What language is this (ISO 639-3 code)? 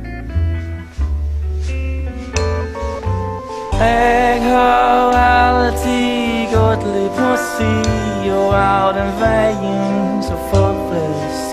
nor